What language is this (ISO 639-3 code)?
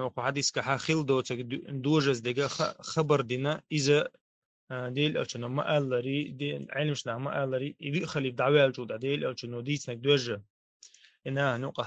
che